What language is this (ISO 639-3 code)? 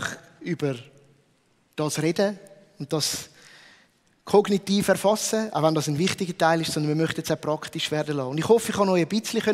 gsw